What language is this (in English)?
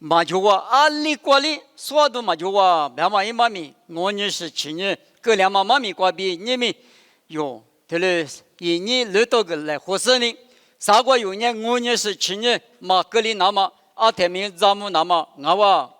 Lisu